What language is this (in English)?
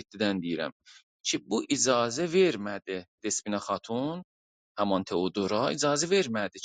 South Azerbaijani